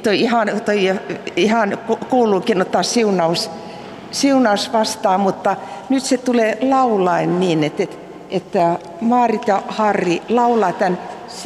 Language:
Finnish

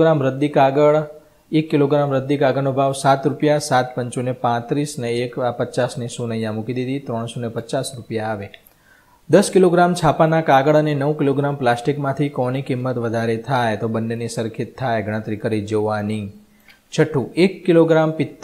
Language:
Gujarati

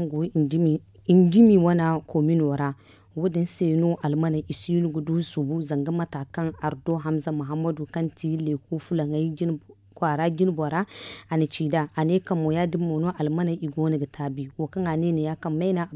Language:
Zarma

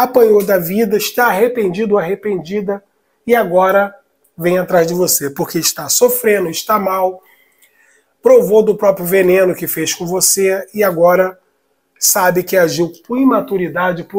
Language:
Portuguese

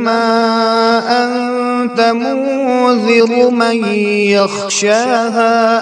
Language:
Kashmiri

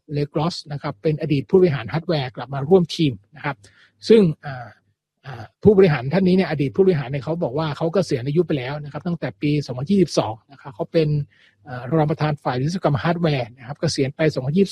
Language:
Thai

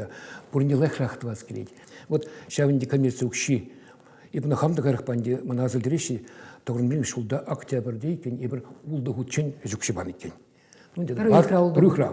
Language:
Chuvash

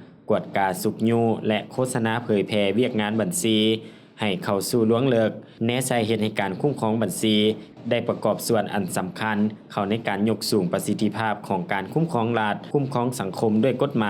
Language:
Lao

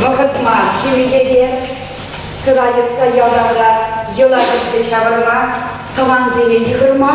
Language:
Chuvash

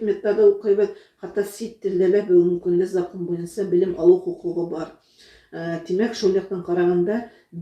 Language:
Bashkir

